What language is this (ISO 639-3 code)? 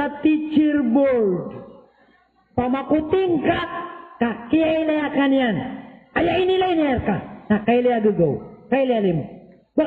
mrw